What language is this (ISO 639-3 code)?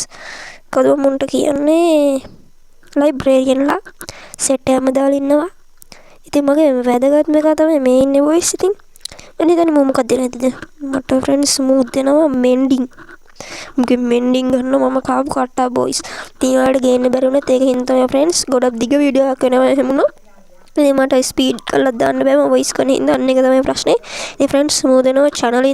sin